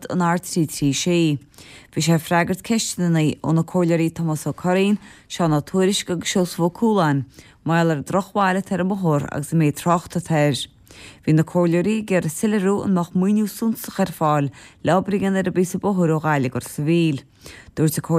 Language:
Irish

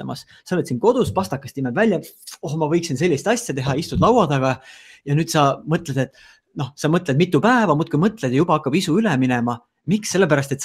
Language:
Estonian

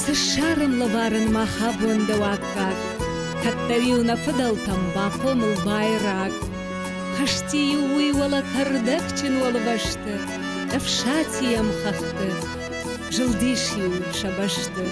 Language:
Ossetic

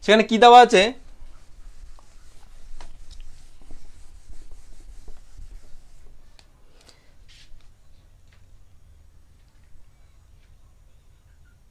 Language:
Bangla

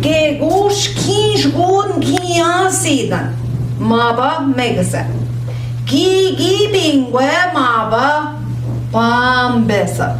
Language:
Central Ojibwa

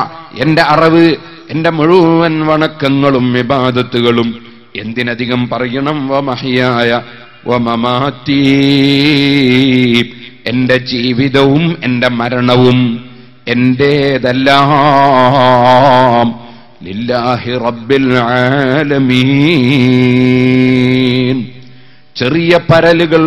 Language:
Malayalam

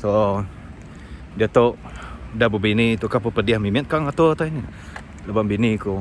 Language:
Iban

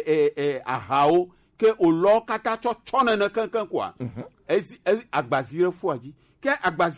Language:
Gen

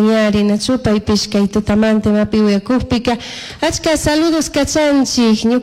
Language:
Chimborazo Highland Quichua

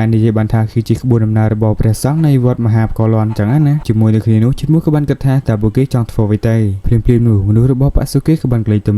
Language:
Khmer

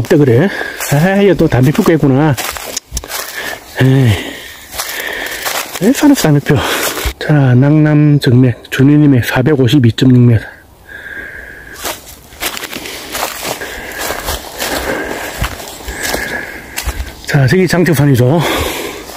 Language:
Korean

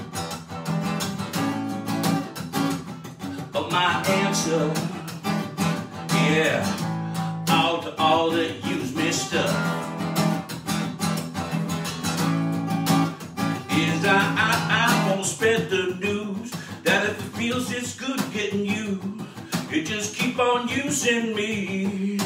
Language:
English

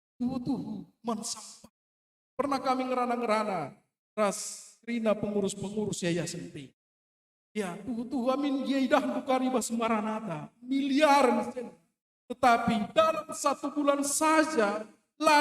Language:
Batak Karo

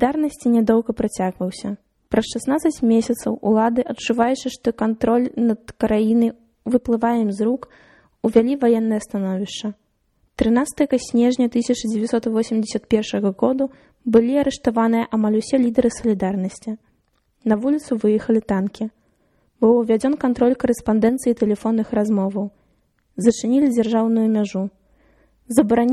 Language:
Belarusian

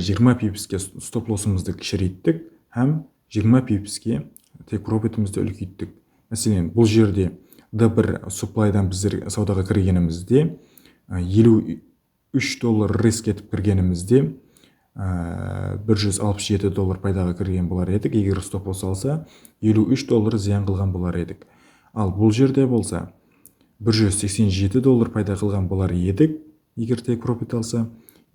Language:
Kara-Kalpak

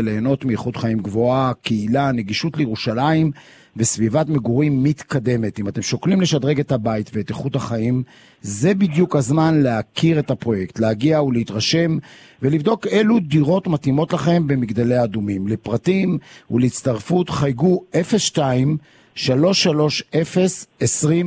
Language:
Hebrew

